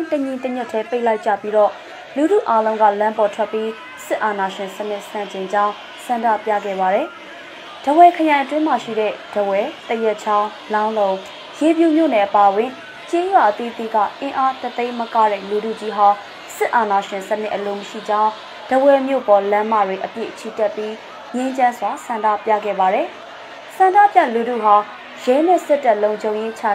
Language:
Burmese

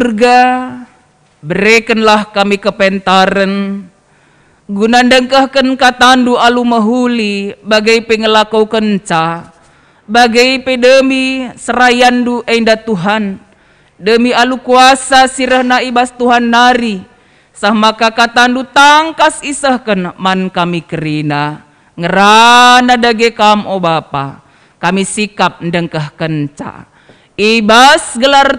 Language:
Batak Karo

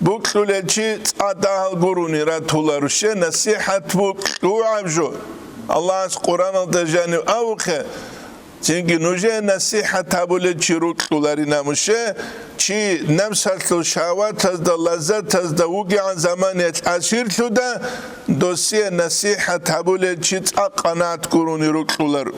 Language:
Avaric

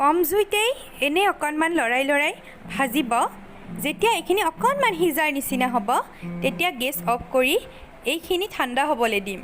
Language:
Assamese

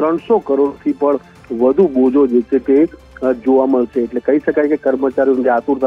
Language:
Gujarati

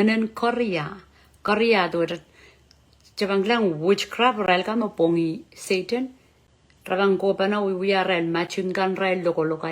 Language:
Pohnpeian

